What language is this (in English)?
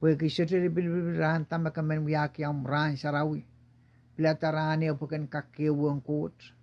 Pohnpeian